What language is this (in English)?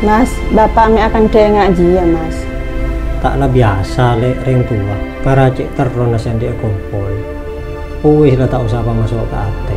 Madurese